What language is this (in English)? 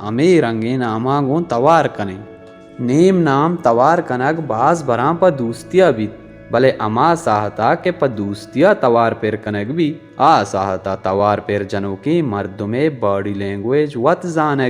Baluchi